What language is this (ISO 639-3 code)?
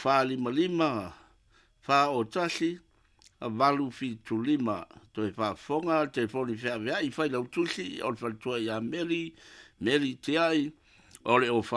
smo